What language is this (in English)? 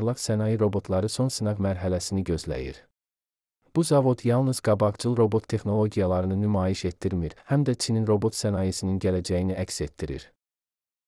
Azerbaijani